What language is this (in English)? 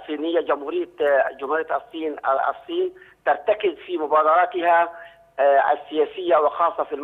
Arabic